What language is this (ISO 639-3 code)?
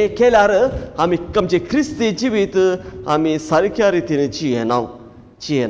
kok